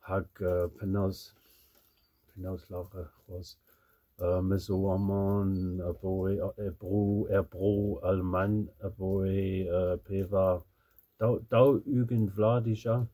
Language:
Breton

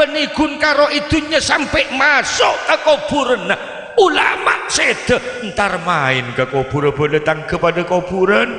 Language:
Madurese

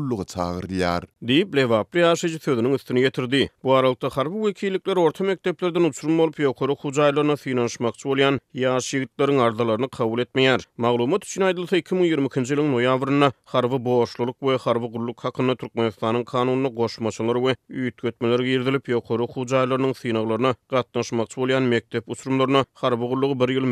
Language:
Turkmen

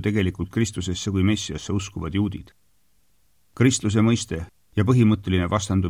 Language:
Estonian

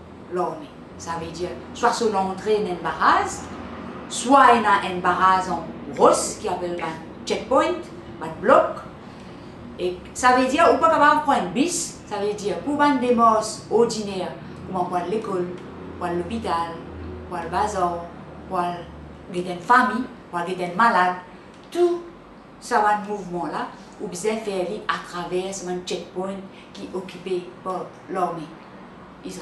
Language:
Morisyen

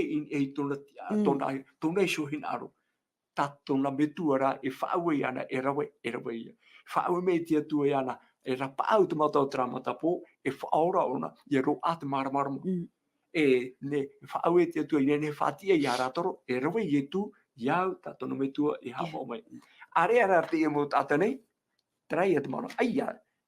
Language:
Tahitian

